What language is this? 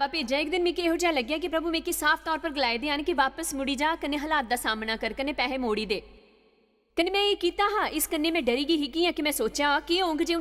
Dogri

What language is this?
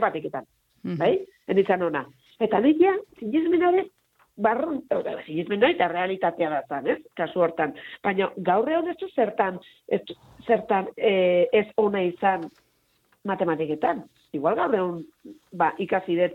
Basque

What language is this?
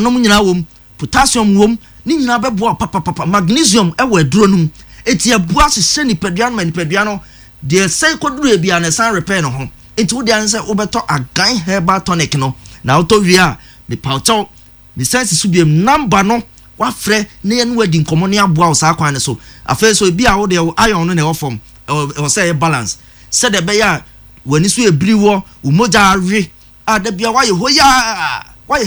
Akan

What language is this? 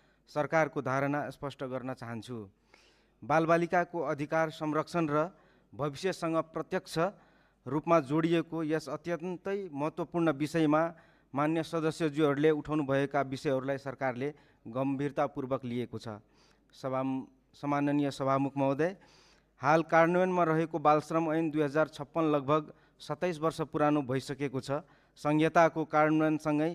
Nepali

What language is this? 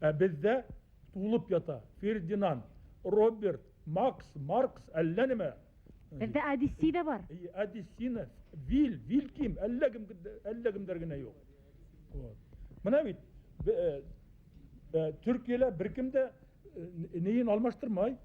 Bashkir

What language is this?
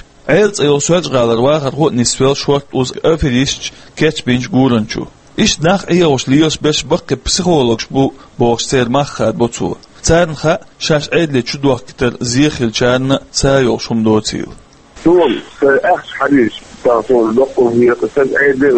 Chechen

